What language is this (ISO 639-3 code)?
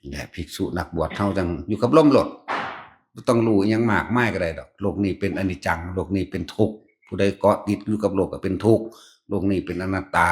tts